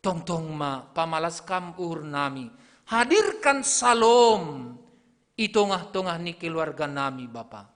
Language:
Batak Simalungun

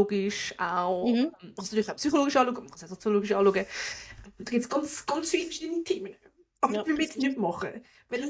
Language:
Swiss German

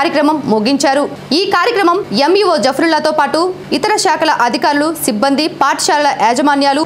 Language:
Telugu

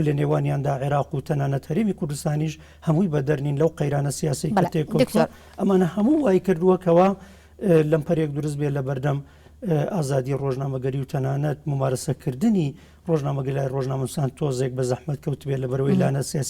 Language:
Central Kurdish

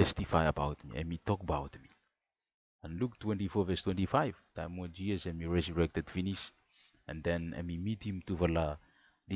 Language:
Bislama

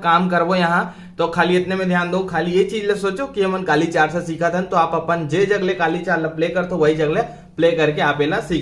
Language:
Chhattisgarhi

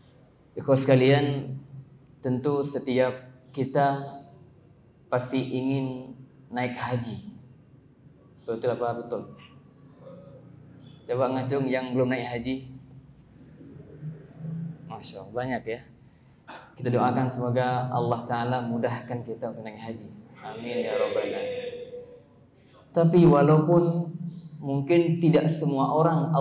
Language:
Indonesian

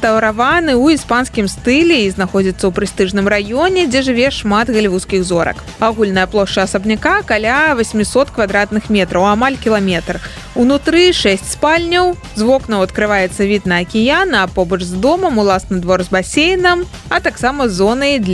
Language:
Belarusian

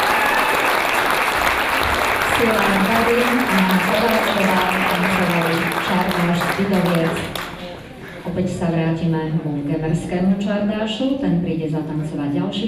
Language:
Slovak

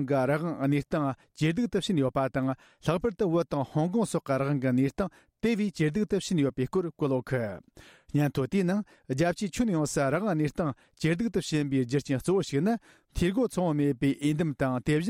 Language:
Tibetan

